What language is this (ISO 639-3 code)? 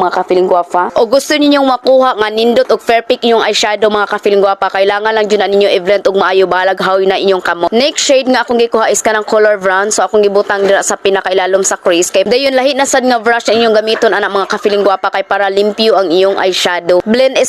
ceb